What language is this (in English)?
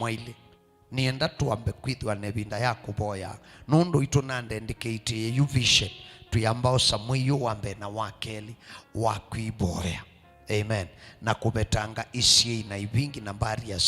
Kamba